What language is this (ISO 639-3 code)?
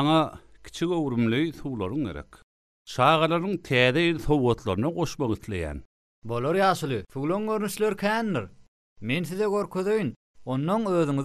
tuk